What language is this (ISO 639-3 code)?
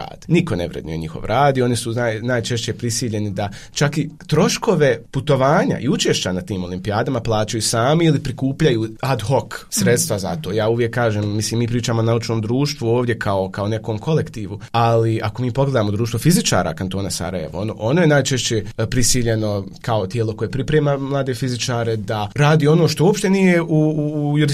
bos